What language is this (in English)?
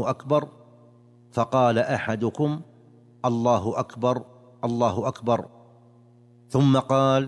Arabic